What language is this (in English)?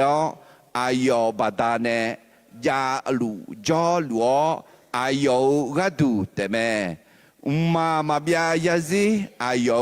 Akha